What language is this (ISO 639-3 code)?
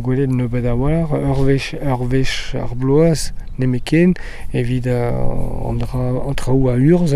bre